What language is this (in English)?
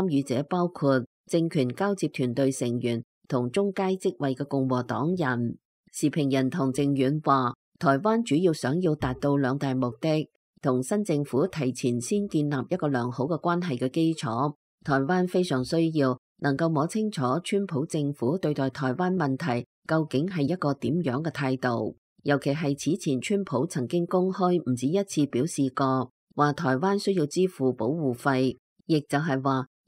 Cantonese